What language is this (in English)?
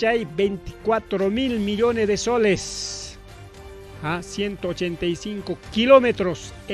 Ayacucho Quechua